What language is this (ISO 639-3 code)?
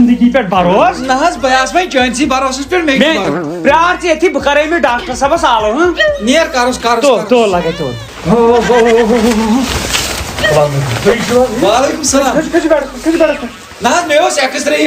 kas